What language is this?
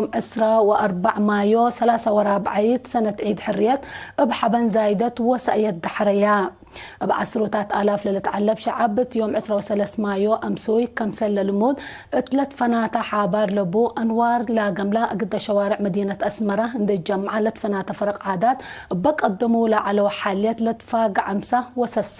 Tigre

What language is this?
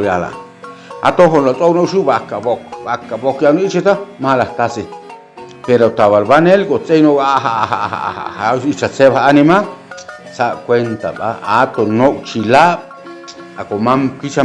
Chuj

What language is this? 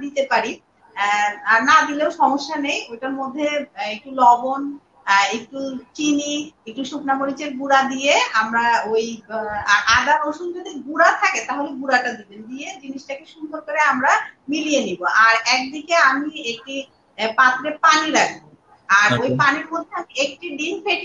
Bangla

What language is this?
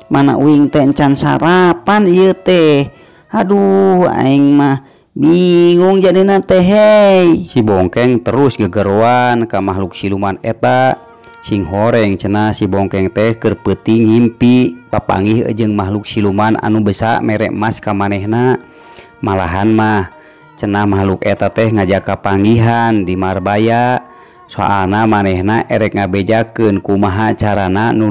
Sundanese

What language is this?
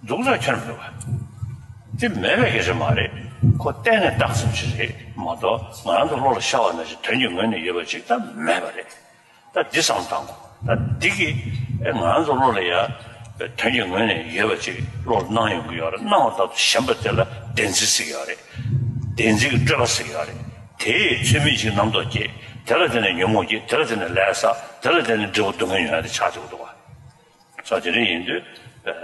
Tibetan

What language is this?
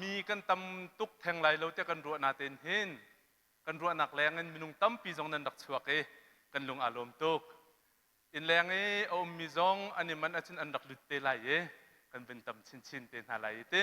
Hakha Chin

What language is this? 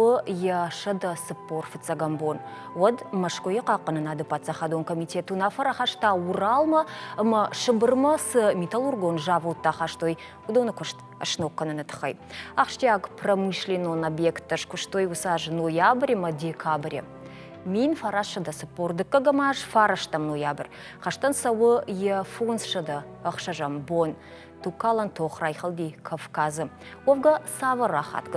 Ossetic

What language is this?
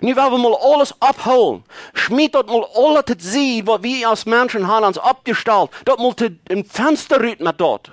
Plautdietsch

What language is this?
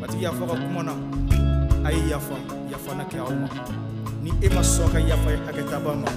Bambara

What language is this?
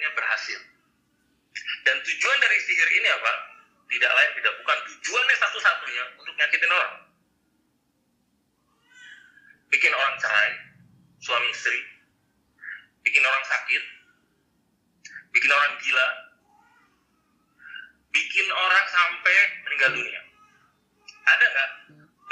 Indonesian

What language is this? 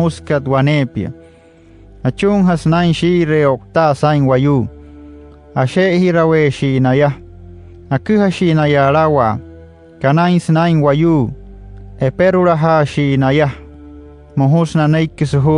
Wayuu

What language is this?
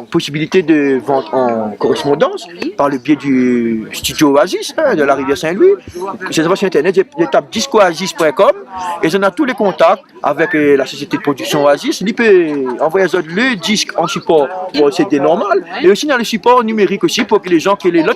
Réunion Creole French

